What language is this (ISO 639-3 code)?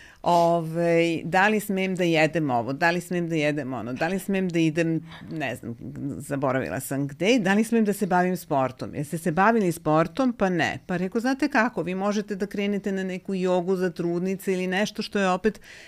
srp